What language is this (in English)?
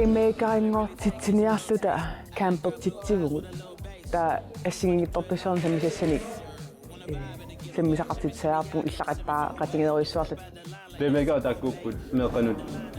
Kalaallisut